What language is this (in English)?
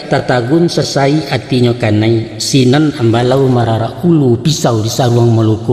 Minangkabau